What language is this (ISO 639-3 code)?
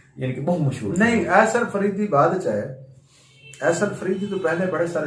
skr